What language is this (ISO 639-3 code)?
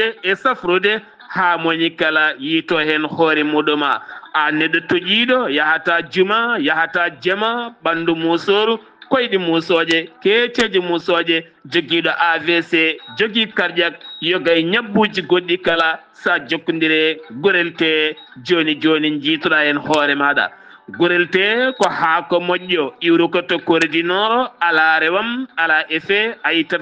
ful